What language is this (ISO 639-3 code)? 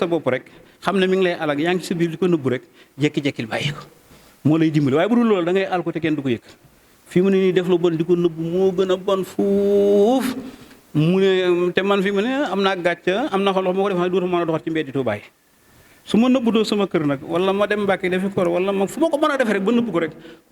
wol